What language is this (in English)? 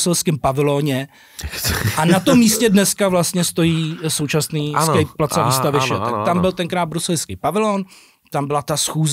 Czech